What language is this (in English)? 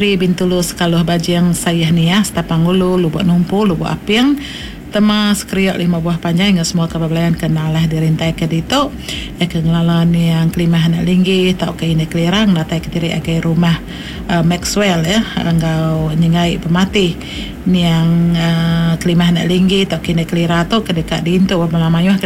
Iban